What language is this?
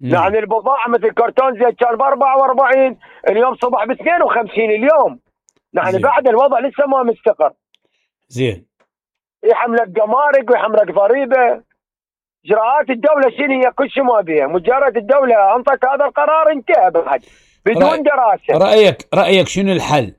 Mesopotamian Arabic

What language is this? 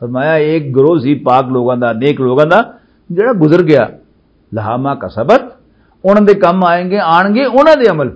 Western Panjabi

